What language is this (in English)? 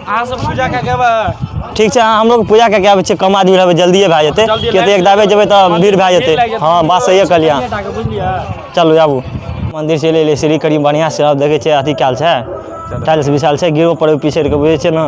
Maithili